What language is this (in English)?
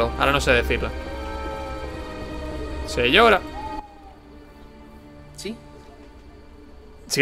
Spanish